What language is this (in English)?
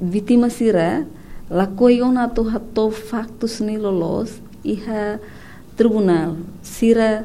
Tetum